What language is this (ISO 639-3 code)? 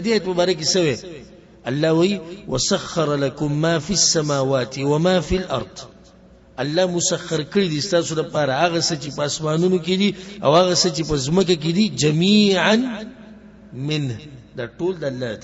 pus